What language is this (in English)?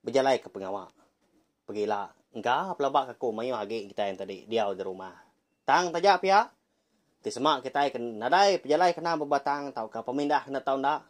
Iban